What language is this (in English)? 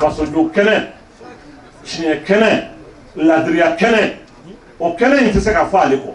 Bambara